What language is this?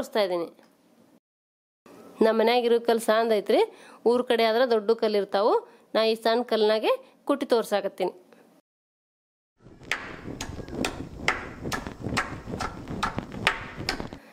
Kannada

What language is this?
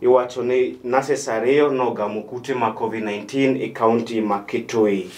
Luo (Kenya and Tanzania)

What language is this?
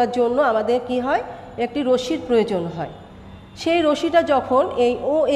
Bangla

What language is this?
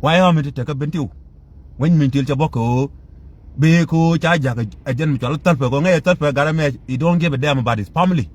Nuer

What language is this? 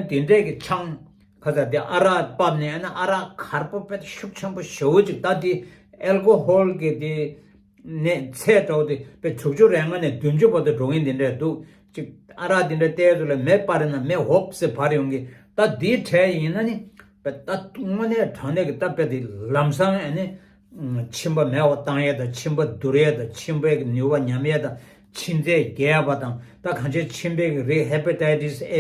Tibetan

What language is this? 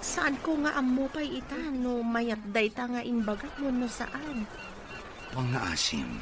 Iloko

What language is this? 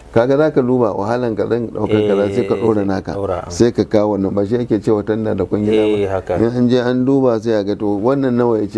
Hausa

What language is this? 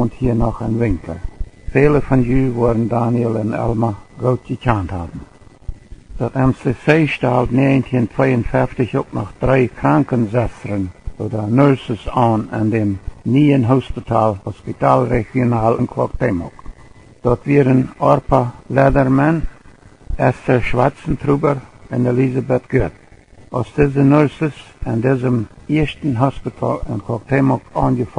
Plautdietsch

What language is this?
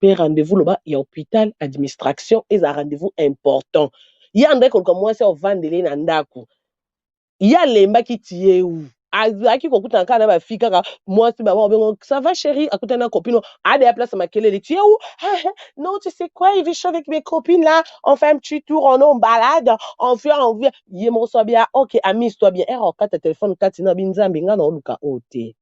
Lingala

